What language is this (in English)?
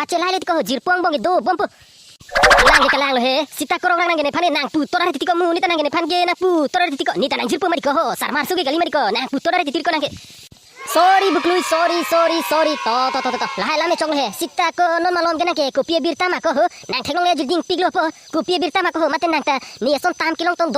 Karbi